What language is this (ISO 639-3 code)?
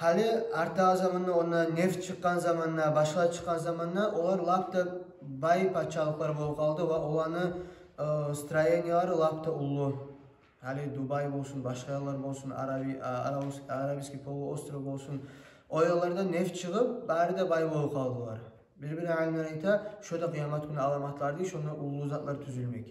kum